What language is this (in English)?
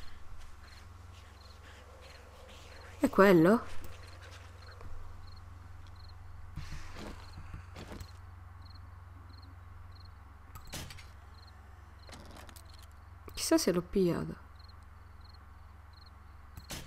Italian